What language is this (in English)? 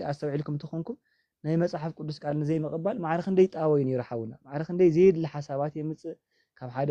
Tigrinya